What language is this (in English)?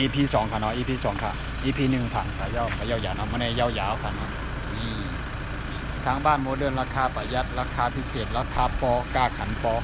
Shan